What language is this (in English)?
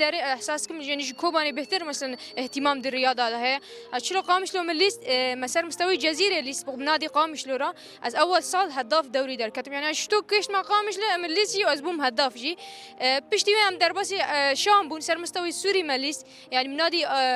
Kurdish